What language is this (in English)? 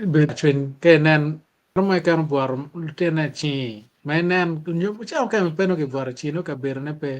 Acoli